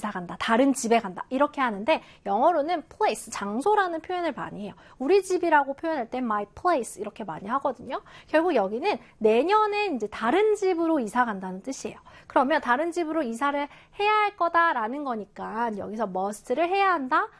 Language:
Korean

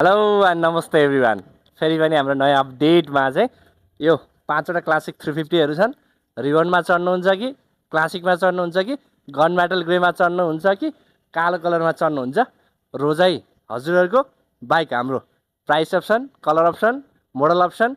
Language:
Nepali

